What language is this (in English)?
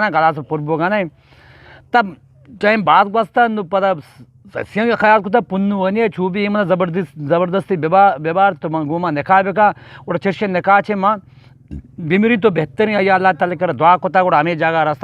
Eastern Balochi